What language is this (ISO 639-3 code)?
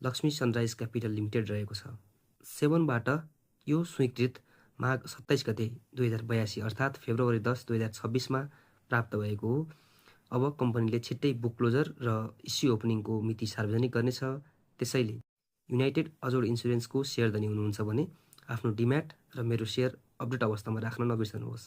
nep